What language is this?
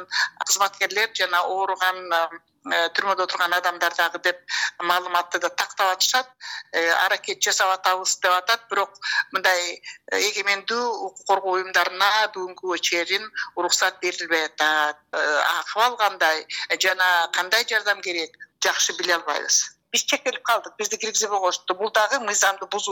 Kyrgyz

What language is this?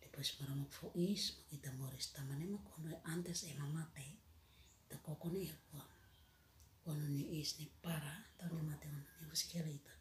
Tetum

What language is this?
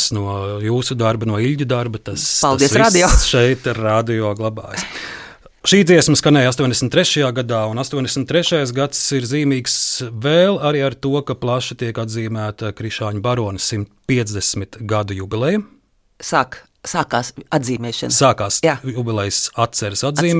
Latvian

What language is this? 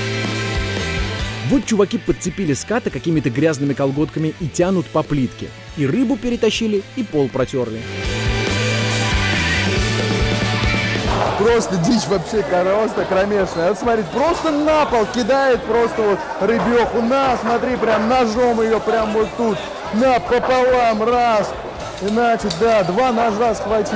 Russian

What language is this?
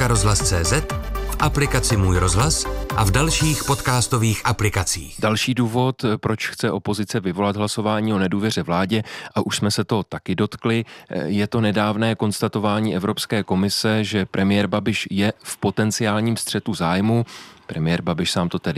Czech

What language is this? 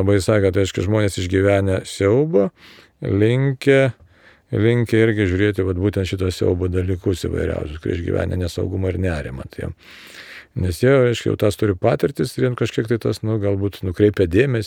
Lithuanian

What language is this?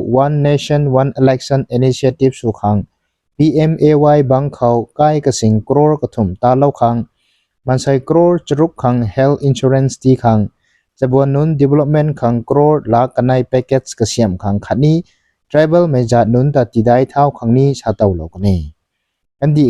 Rongmei Naga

